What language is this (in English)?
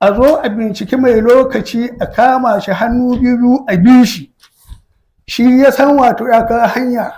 Hausa